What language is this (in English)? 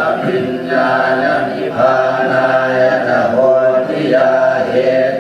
Pali